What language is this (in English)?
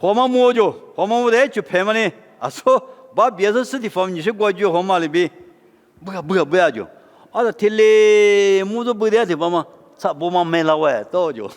Lisu